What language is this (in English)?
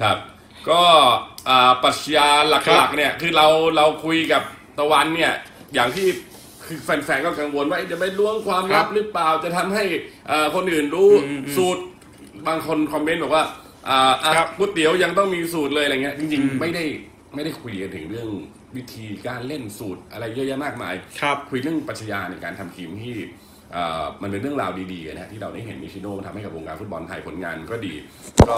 Thai